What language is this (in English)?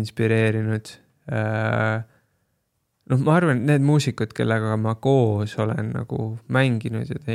Estonian